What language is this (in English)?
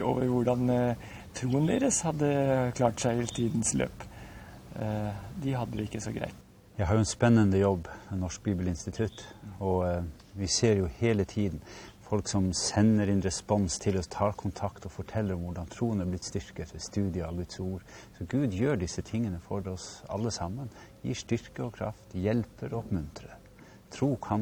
Norwegian